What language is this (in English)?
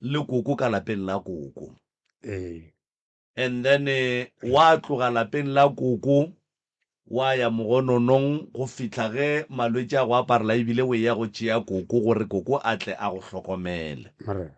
Northern Sotho